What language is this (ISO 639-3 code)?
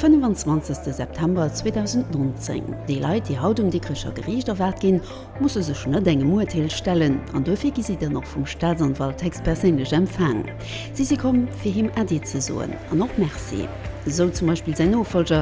ltz